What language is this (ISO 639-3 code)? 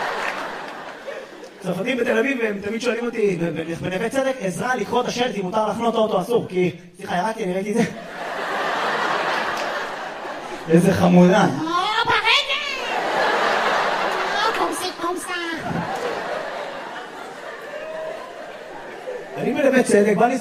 heb